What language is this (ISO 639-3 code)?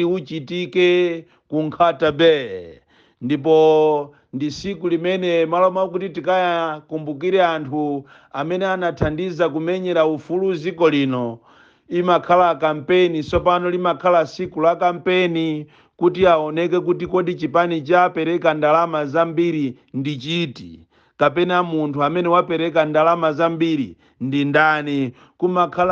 nya